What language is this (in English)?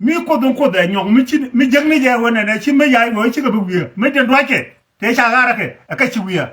Nuer